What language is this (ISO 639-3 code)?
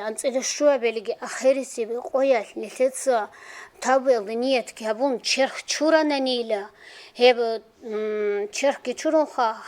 ava